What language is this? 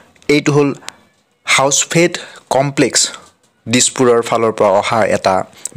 Assamese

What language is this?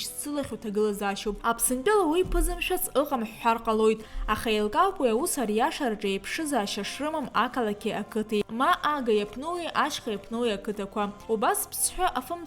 Abkhazian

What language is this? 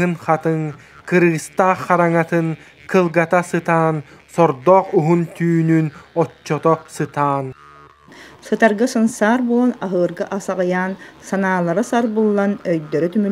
Yakut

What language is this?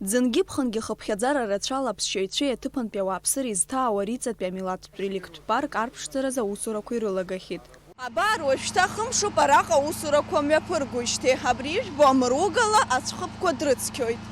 Abkhazian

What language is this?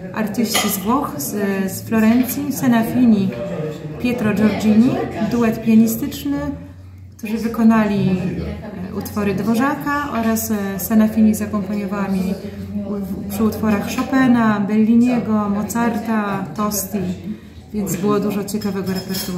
Polish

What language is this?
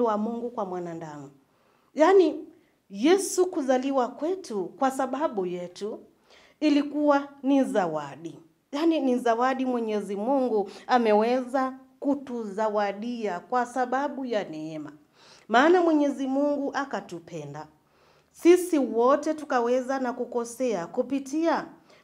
Swahili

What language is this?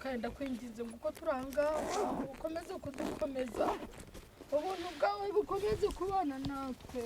Kinyarwanda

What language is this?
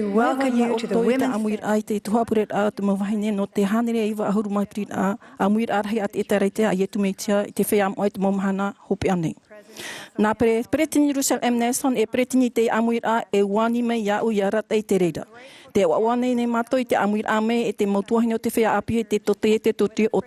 Tahitian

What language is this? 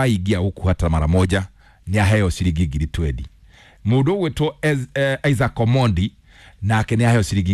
Kikuyu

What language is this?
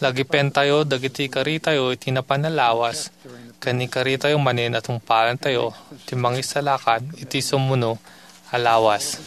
Iloko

